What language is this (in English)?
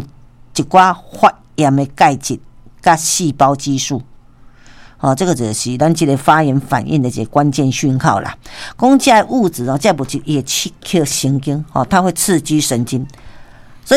Min Nan Chinese